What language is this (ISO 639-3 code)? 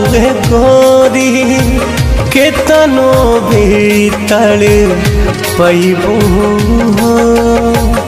bho